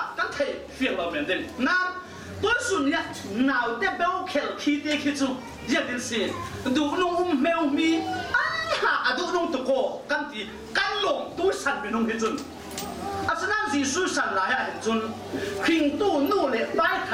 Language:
Falam Chin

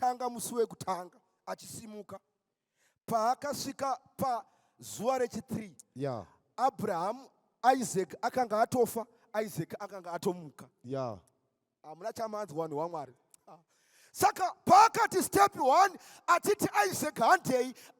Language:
Shona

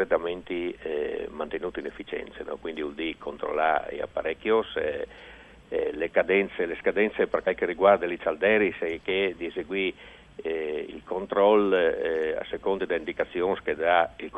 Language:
Friulian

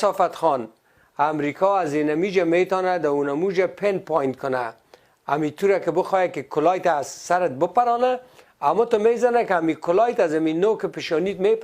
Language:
Tajik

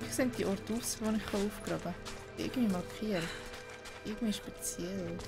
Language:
Swiss German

